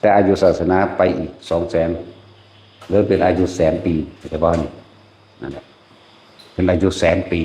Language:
Northeastern Thai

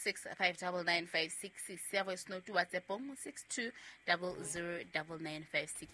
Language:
Southern Sotho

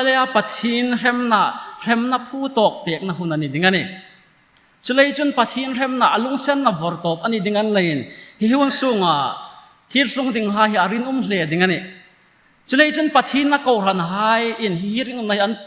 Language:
Hmar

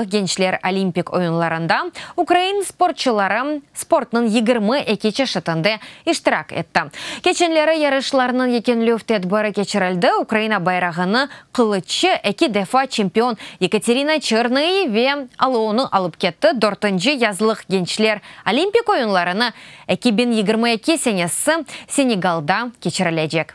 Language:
Crimean Tatar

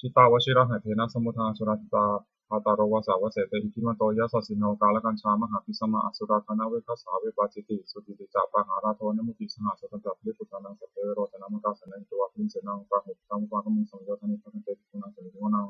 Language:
Pali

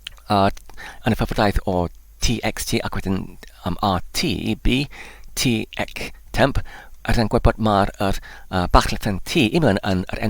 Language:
Welsh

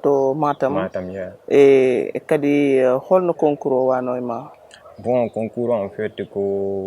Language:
Fula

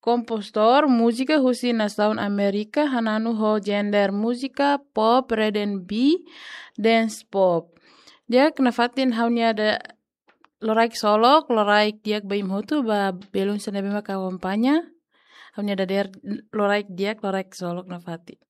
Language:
Tetum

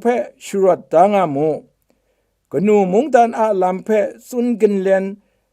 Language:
Kachin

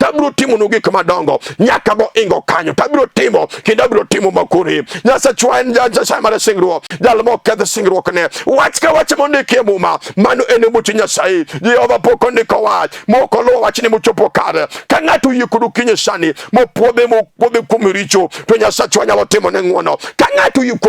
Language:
Luo (Kenya and Tanzania)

